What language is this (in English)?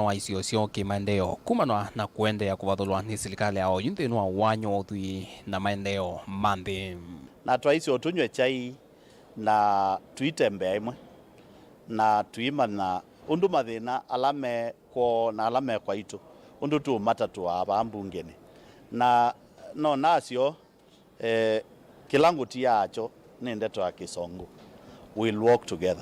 Kamba